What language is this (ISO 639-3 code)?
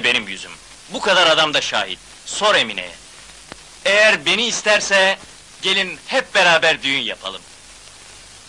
tur